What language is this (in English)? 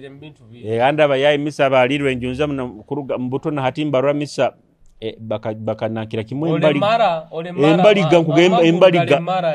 Nyoro